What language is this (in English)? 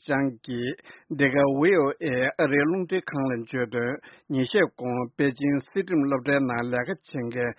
Tibetan